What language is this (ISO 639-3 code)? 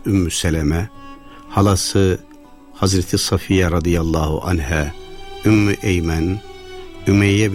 tur